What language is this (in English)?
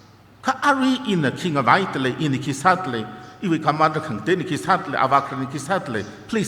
Tangkhul Naga (India)